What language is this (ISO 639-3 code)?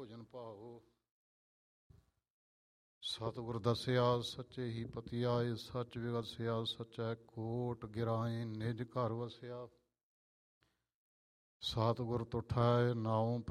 pan